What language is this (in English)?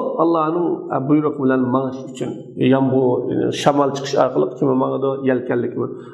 Uyghur